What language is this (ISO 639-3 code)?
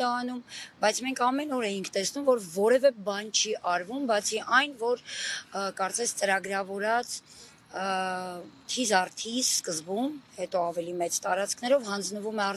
hye